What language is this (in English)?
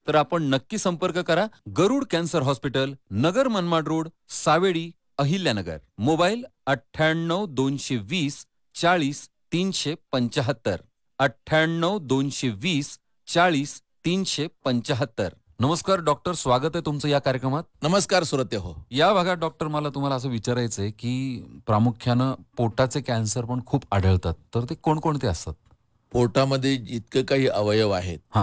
Marathi